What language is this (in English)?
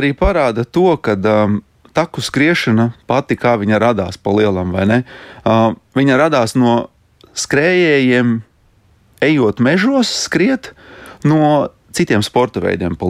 Latvian